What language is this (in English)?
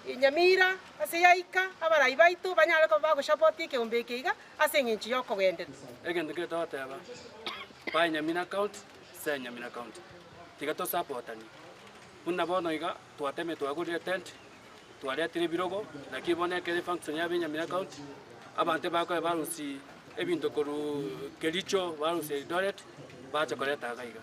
Gusii